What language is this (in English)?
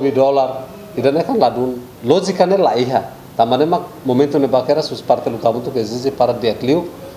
Tetum